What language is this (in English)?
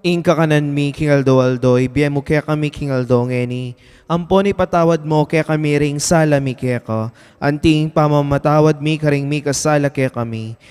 Pampanga